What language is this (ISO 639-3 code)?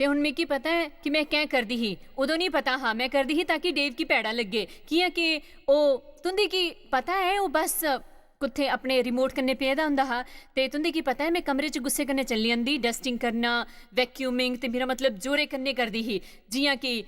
doi